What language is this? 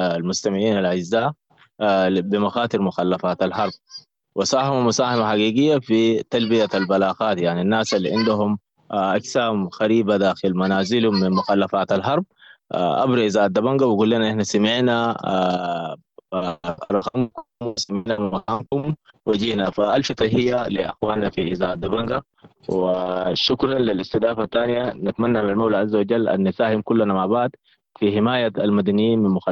Sudanese Arabic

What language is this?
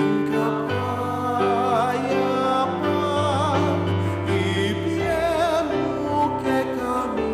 Pampanga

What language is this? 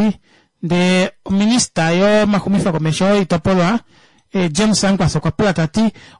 Kuanyama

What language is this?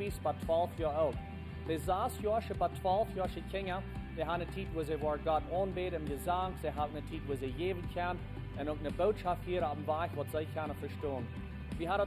Plautdietsch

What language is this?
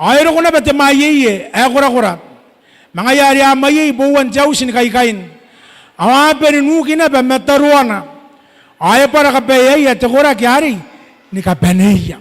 Gilbertese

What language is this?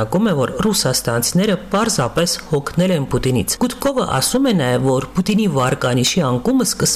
Armenian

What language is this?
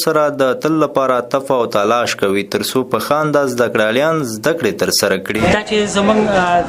Pashto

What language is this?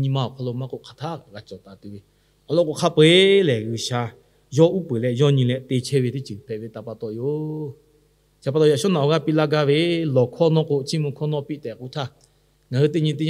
Lahu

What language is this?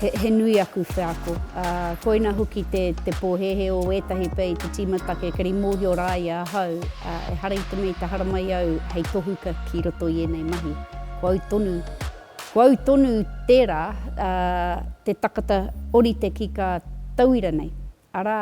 Māori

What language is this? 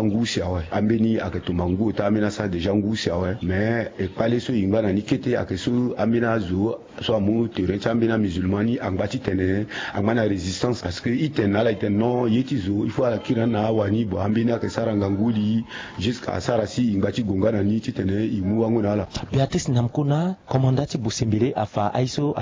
Sango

